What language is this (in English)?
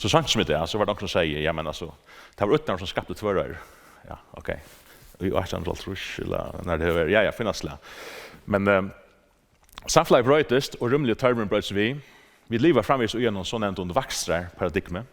Faroese